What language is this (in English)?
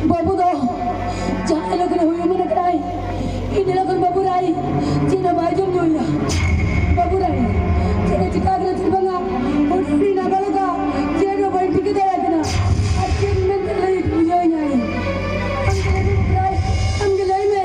Santali